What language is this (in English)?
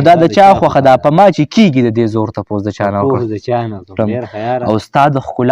Pashto